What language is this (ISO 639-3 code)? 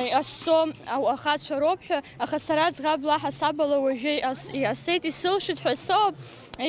abk